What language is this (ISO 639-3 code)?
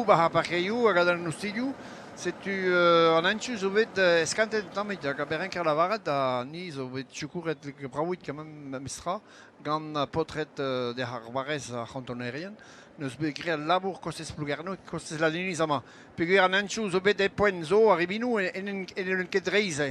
bre